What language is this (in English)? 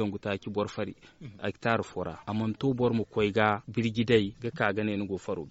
Zarma